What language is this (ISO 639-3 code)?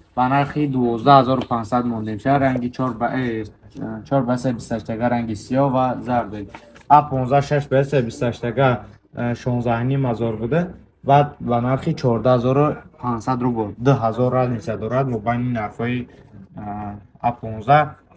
tgk